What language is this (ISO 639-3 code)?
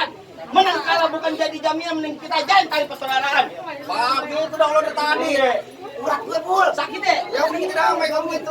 bew